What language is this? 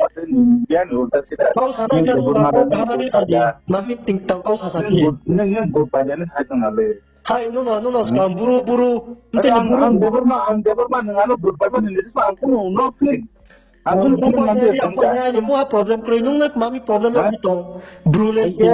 Riang (India)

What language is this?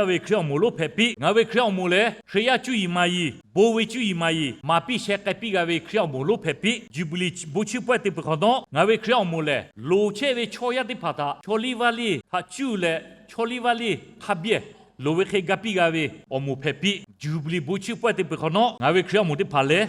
Lahu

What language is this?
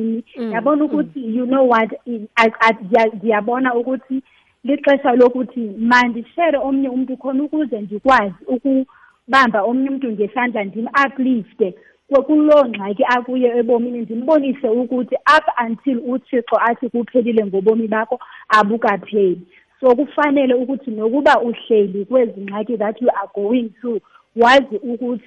Xhosa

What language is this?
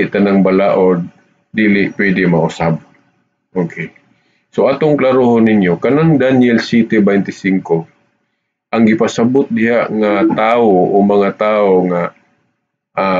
Cebuano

